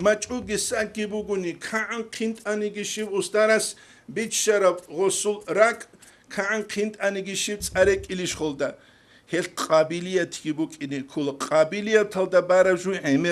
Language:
Avaric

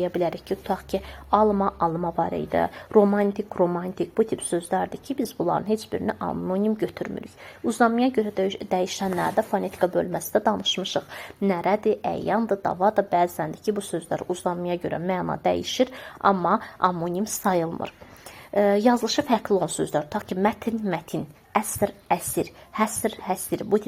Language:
Azerbaijani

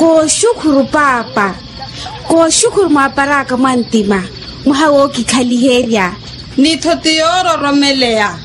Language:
Makhuwa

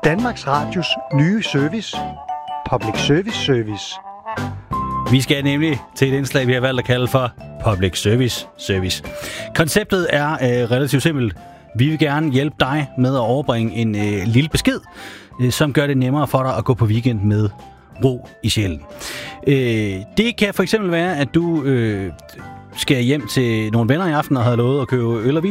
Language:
Danish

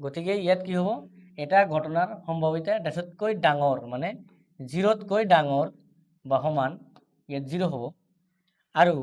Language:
Assamese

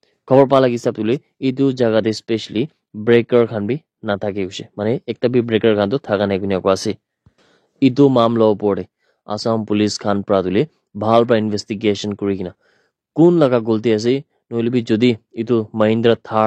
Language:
Naga Pidgin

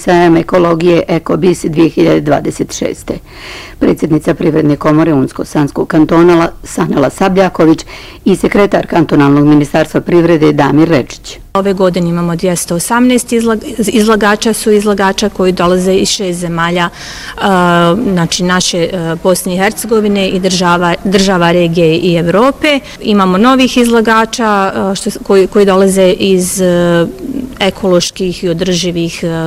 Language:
Bosnian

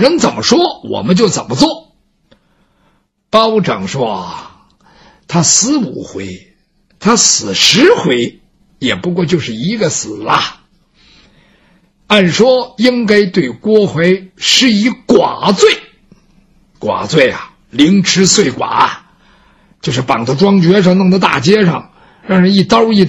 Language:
Chinese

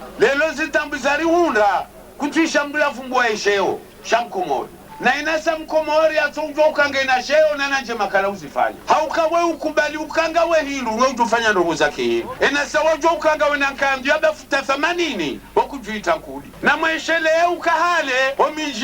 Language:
Ngazidja Comorian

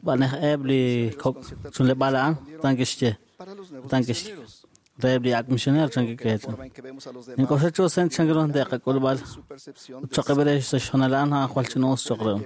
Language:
Kekchí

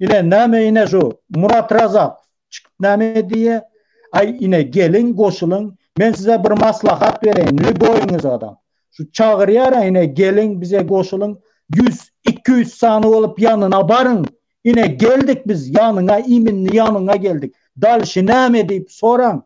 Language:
Turkmen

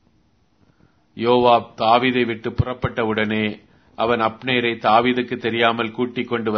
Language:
Tamil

